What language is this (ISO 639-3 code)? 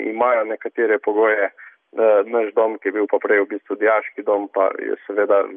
slv